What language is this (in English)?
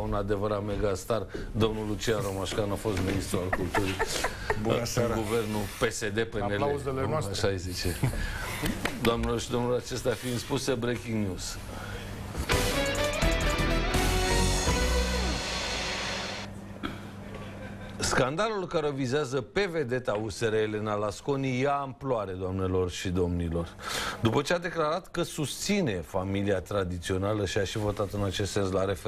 Romanian